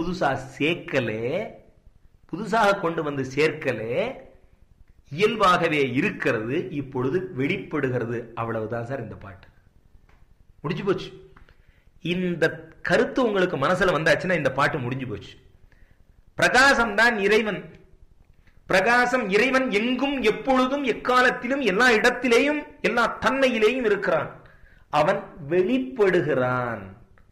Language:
Tamil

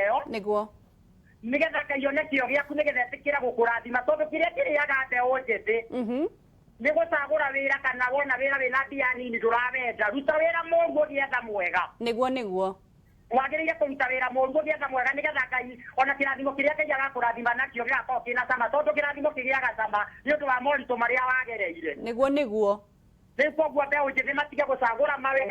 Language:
Kikuyu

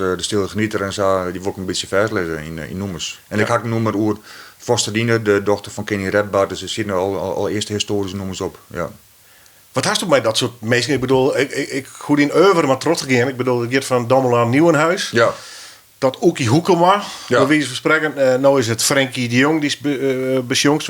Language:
Western Frisian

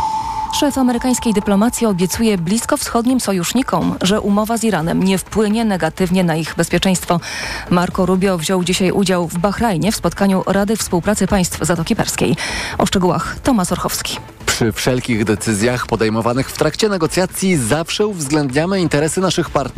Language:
Polish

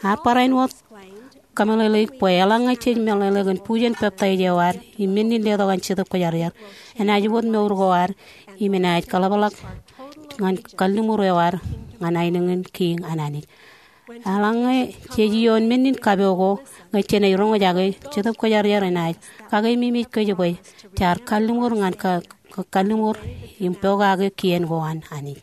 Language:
Marshallese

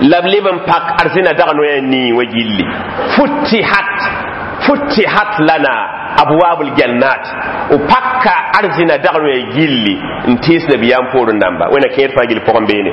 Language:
Mossi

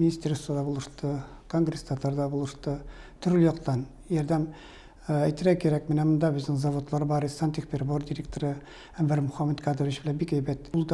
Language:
Tatar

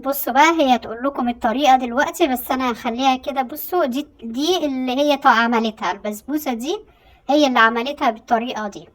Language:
Egyptian Arabic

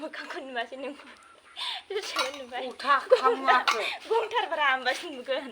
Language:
Bodo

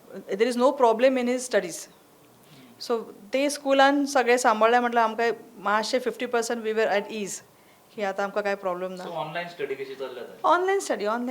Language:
Konkani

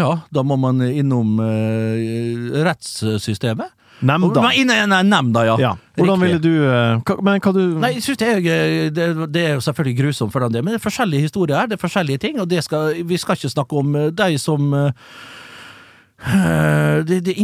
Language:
Norwegian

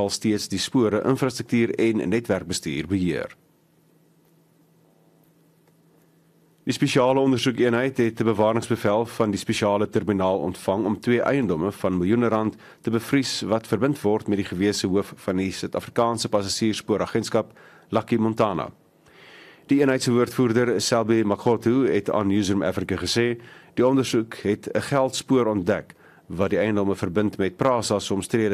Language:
Afrikaans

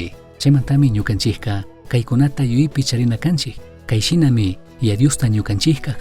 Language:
Chimborazo Highland Quichua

